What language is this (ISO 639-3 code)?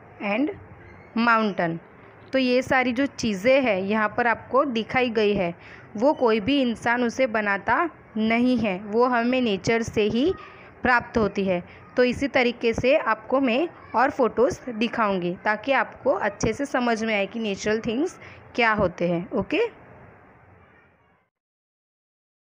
hin